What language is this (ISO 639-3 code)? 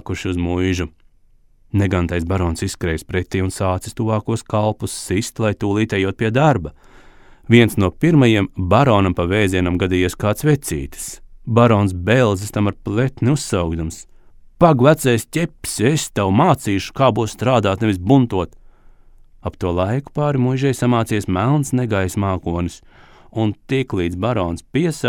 lav